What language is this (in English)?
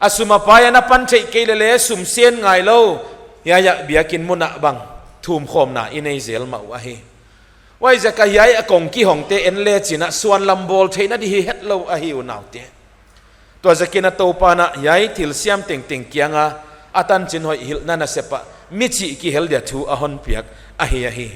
Paite Chin